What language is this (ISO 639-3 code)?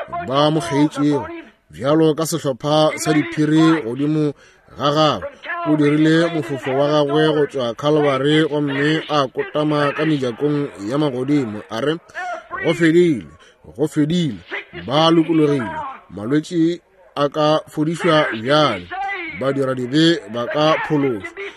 nso